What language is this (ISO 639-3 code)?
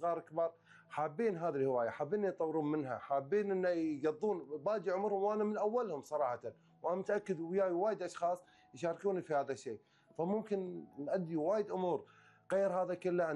afb